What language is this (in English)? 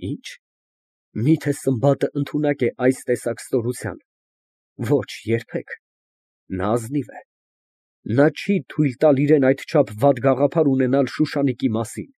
Armenian